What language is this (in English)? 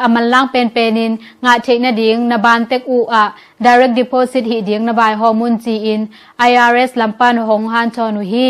Tedim Chin